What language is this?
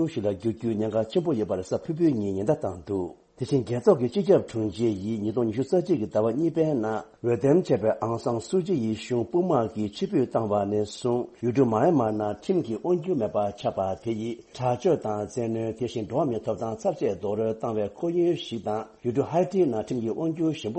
Tibetan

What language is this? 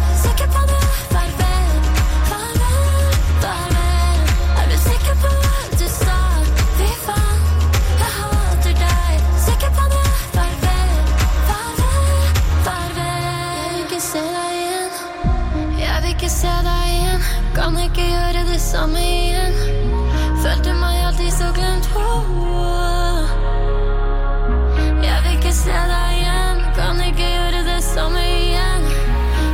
Norwegian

